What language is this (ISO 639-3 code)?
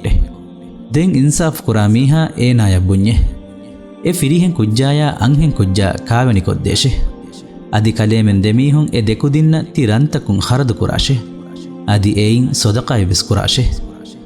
div